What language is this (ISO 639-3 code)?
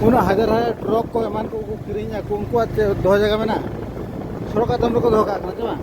sat